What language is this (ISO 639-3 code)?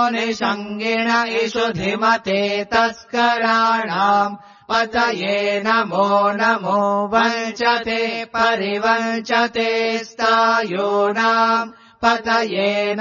san